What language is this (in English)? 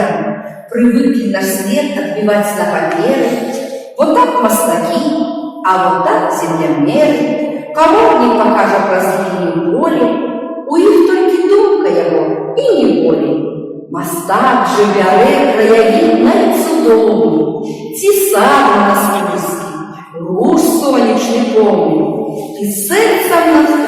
Belarusian